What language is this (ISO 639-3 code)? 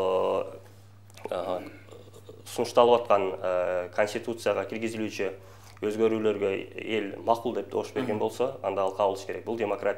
kir